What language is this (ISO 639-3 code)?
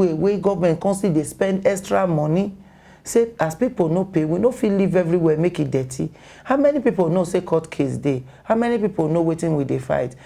pcm